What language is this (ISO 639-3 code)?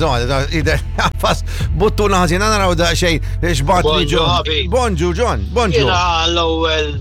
mlt